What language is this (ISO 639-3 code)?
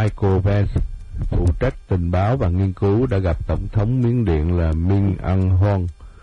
vie